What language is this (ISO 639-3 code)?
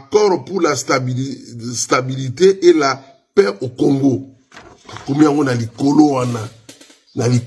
lin